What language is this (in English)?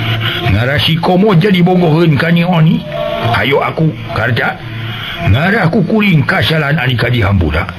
Sundanese